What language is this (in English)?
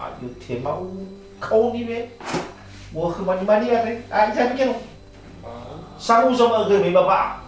Nias